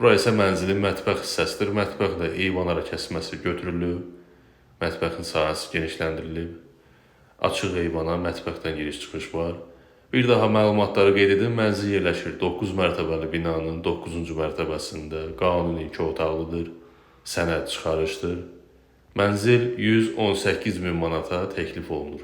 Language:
Azerbaijani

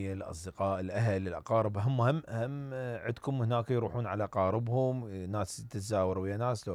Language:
Mesopotamian Arabic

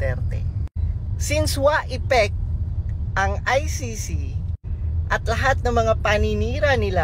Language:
Filipino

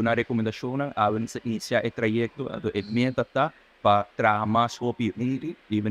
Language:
Papiamento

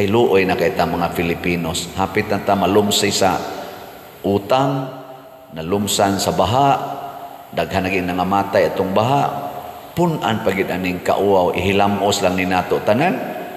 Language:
Cebuano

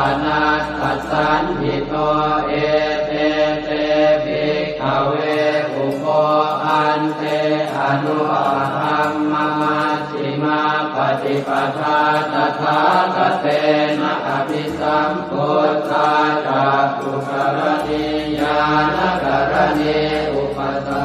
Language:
Pali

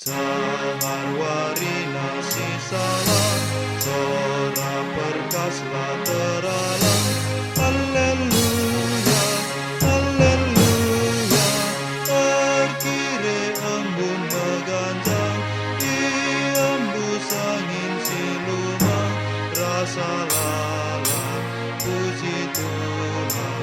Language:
Batak Karo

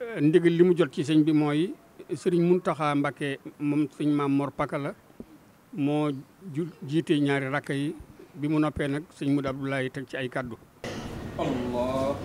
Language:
Wolof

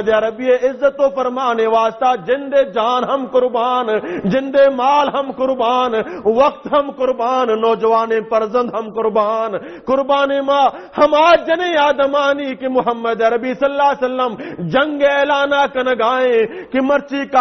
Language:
Baluchi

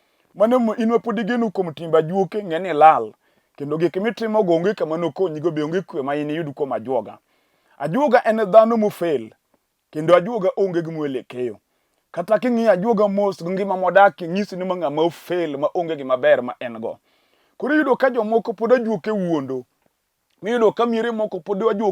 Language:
Luo (Kenya and Tanzania)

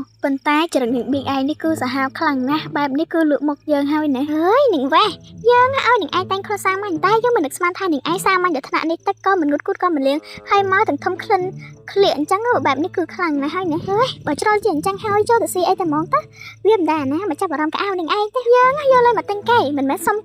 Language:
Khmer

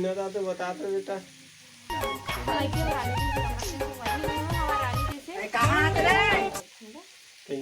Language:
Chhattisgarhi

